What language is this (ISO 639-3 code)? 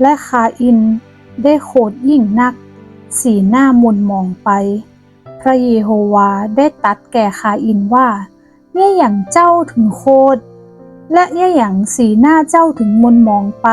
nod